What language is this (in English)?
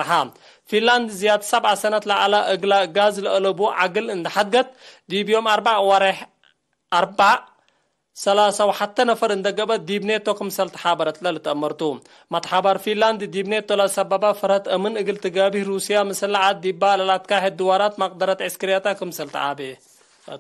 Tigre